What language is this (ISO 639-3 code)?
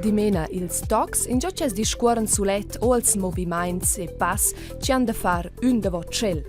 roh